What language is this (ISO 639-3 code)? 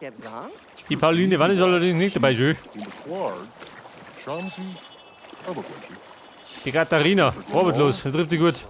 bar